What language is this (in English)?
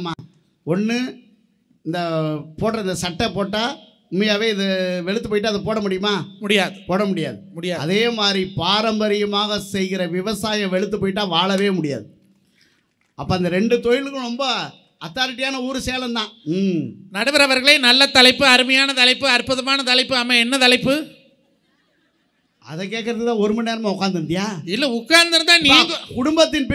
Tamil